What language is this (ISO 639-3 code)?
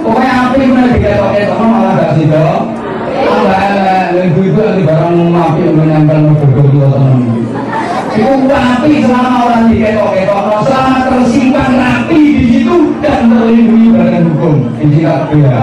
jav